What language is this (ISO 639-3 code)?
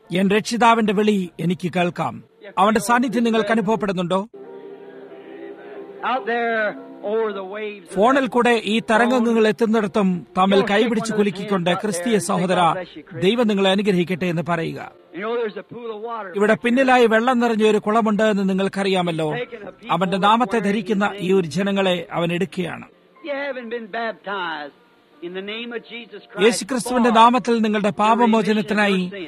mal